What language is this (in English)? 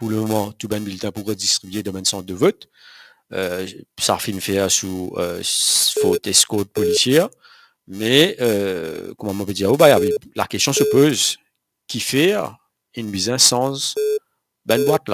Morisyen